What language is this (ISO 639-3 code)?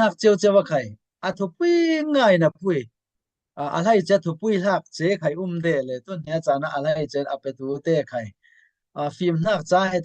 cfm